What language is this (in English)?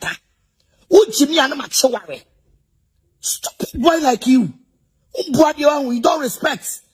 Akan